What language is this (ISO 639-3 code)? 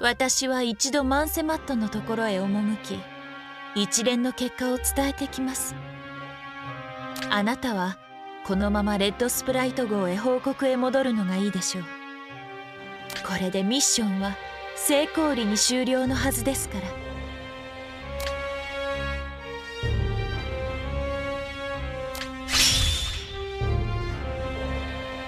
jpn